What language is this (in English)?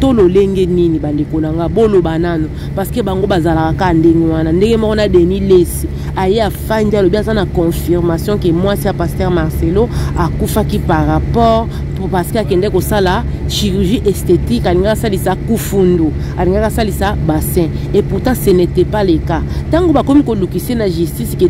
Lingala